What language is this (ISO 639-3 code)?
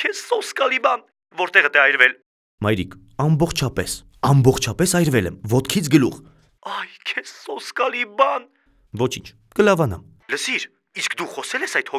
hye